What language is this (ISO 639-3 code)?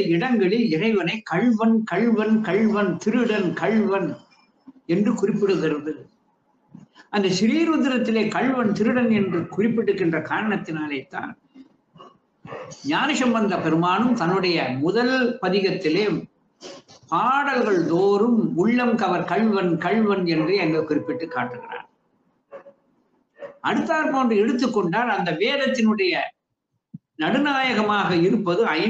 tam